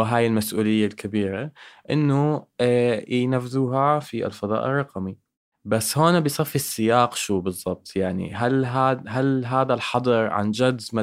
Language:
North Levantine Arabic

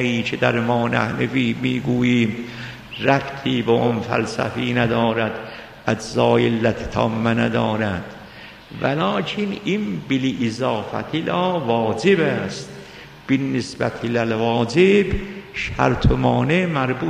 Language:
Persian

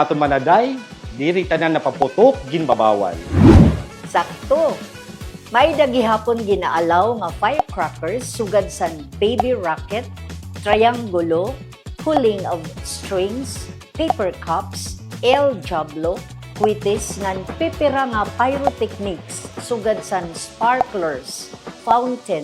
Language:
Waray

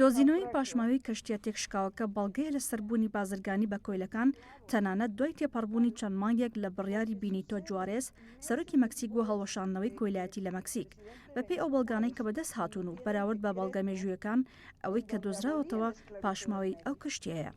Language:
Central Kurdish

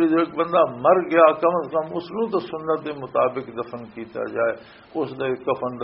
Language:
Western Panjabi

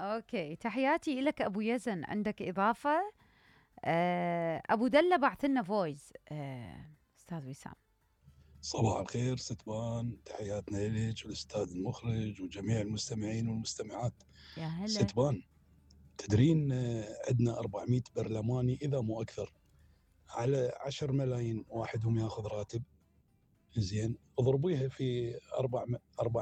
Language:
Mesopotamian Arabic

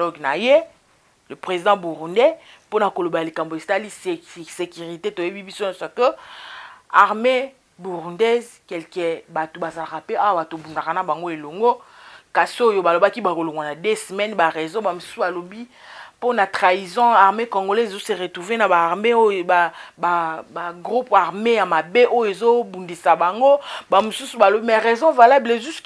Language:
Lingala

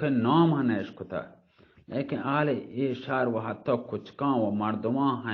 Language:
Baluchi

